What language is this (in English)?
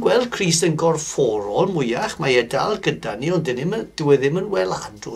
Welsh